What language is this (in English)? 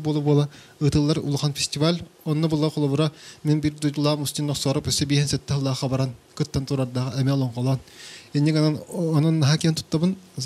Yakut